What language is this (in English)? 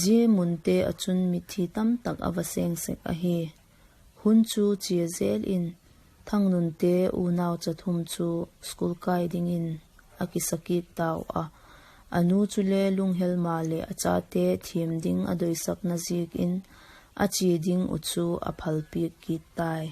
Vaiphei